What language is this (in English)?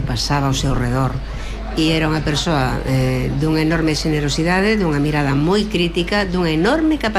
Galician